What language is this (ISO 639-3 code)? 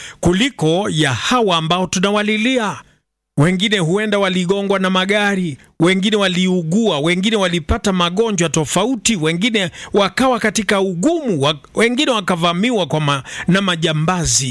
swa